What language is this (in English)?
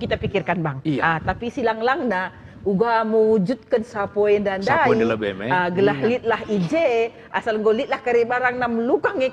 Batak Karo